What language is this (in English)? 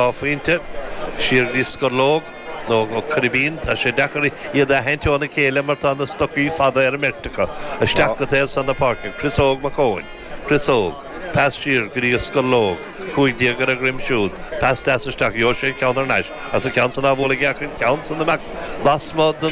Irish